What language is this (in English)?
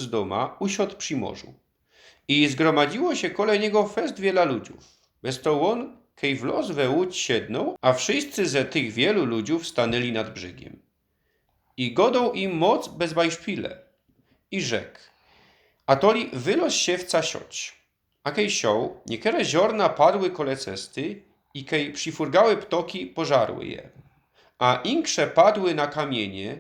Silesian